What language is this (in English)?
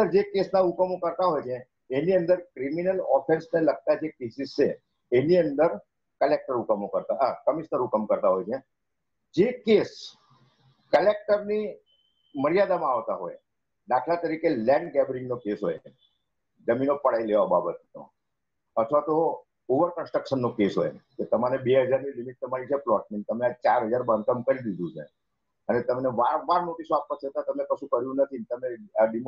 Gujarati